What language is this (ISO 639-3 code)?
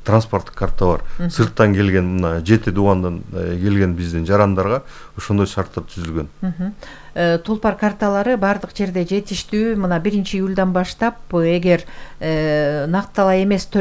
kir